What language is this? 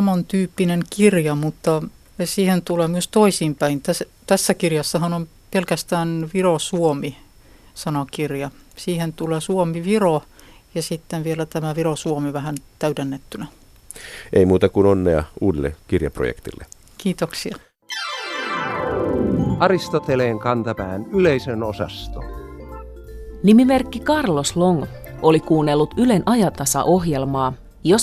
Finnish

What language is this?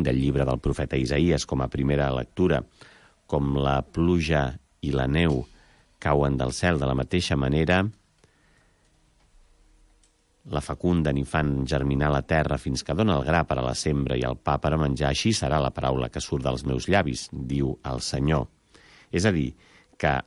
Catalan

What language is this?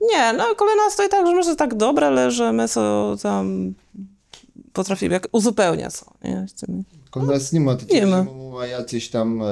Kashubian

